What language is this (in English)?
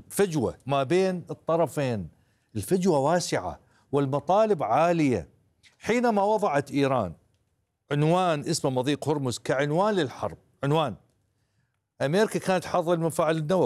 Arabic